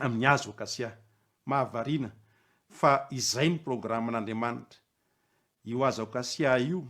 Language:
Malagasy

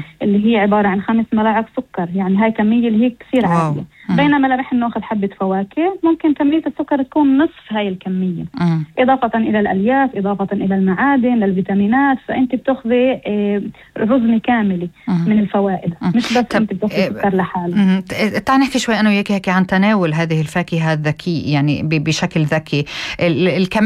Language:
North Levantine Arabic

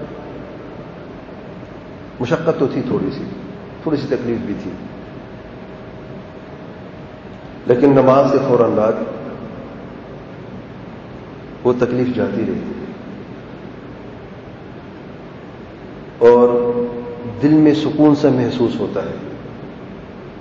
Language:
Urdu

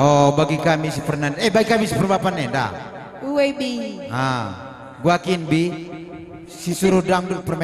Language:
Batak Karo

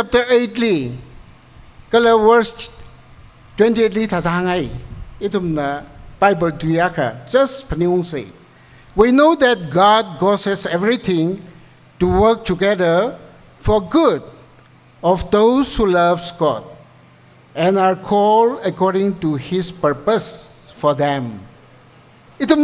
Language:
Tangkhul Naga (India)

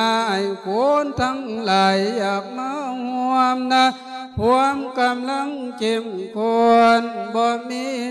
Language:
Lao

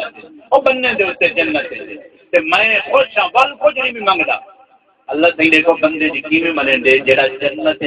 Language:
Saraiki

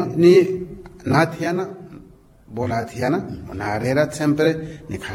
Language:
Makhuwa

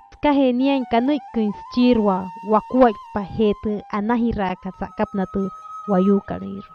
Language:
Wayuu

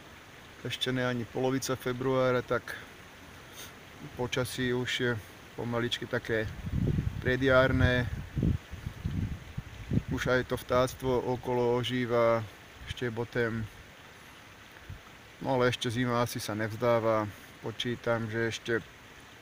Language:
Slovak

